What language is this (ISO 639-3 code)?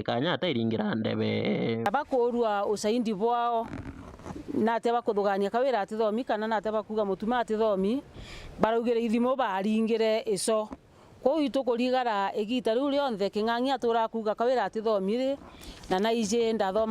mer